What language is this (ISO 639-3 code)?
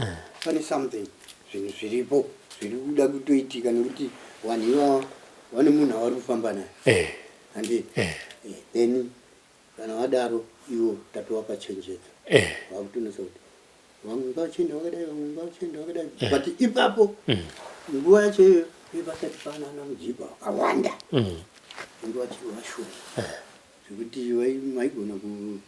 sna